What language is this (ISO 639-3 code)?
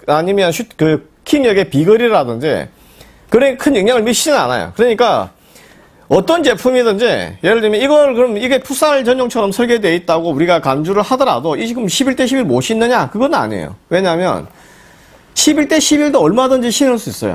kor